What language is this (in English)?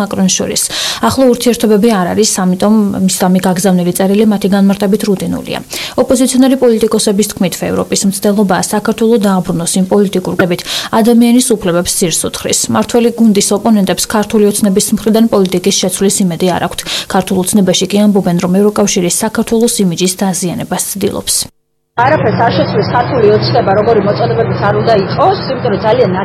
Georgian